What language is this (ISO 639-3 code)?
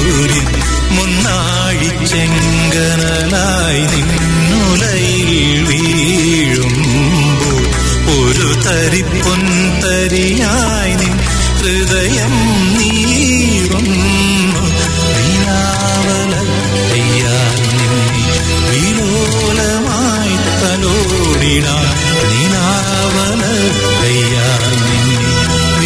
mal